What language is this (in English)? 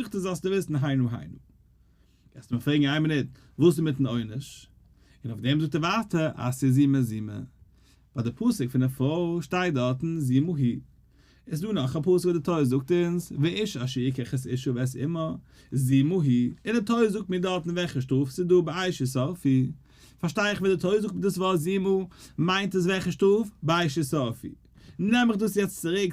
Yiddish